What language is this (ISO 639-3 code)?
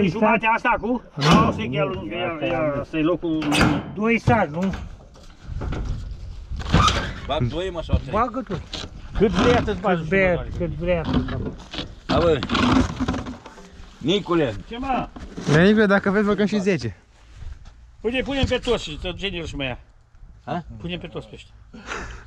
ron